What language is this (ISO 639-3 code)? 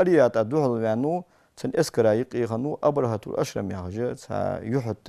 inh